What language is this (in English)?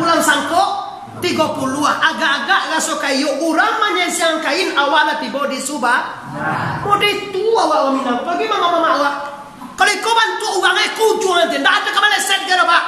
Minangkabau